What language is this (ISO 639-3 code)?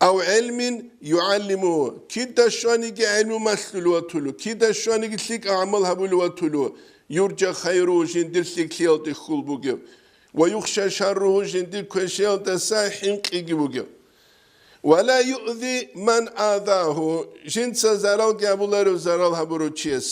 ava